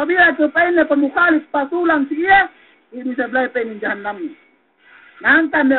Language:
Yakan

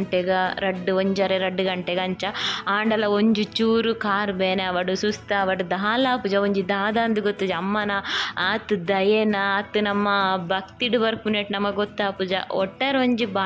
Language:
Tulu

